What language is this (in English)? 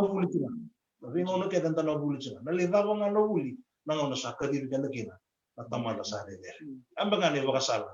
Fijian